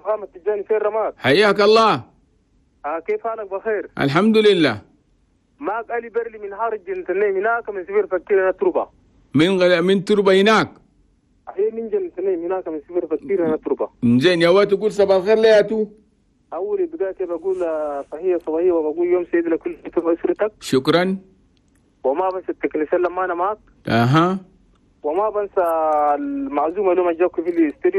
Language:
Chadian Arabic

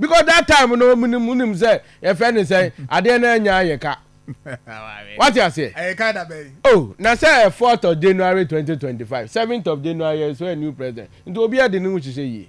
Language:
Akan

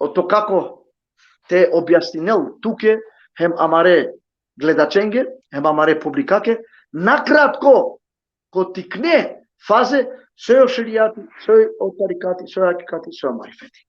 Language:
Balkan Romani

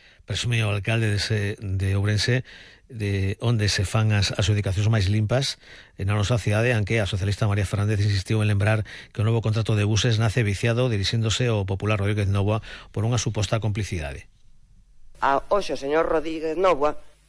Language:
Galician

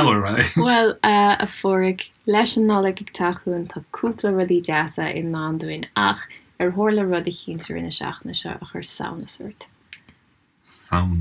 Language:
Irish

